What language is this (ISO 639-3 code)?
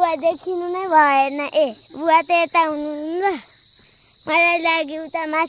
nep